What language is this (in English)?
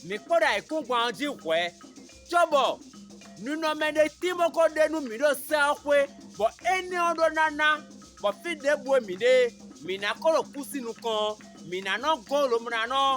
Fon